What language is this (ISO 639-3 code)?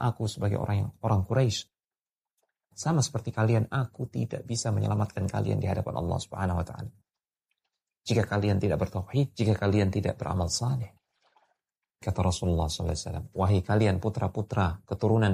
ind